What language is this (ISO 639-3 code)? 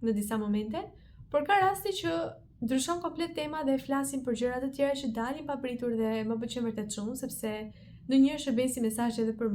sqi